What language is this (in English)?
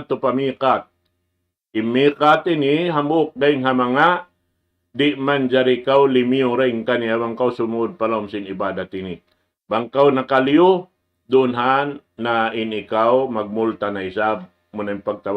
Tausug